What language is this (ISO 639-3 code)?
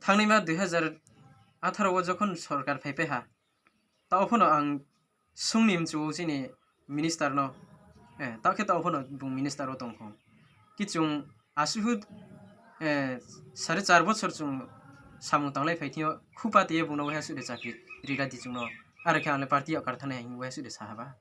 ria